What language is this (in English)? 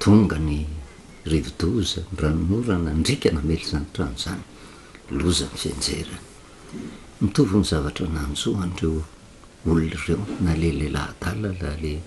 Malagasy